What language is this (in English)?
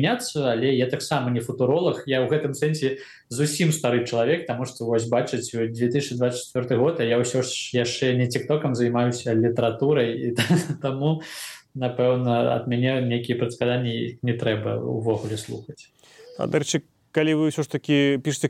Belarusian